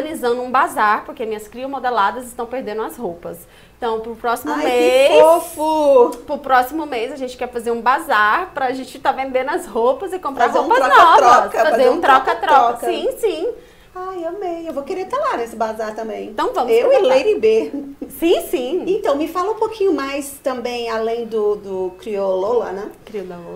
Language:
Portuguese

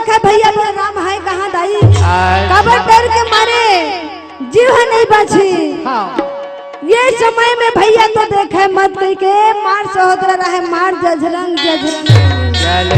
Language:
Chhattisgarhi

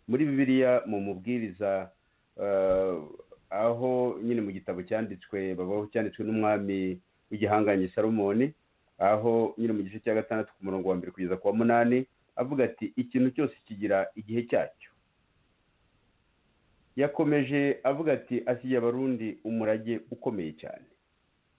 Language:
Kinyarwanda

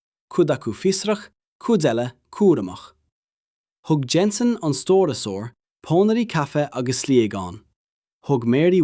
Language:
Irish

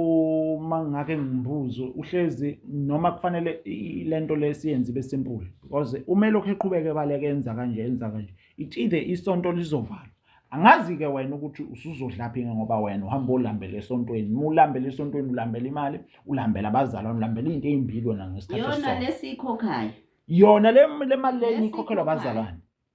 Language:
Zulu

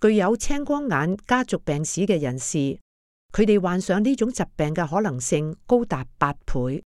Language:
Cantonese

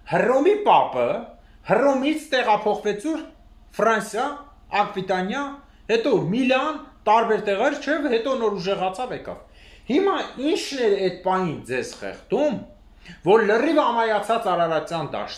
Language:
Armenian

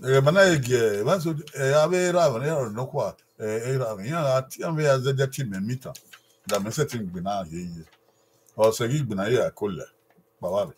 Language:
Bini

